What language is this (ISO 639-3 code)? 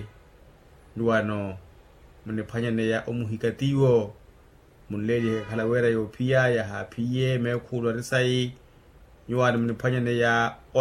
vmw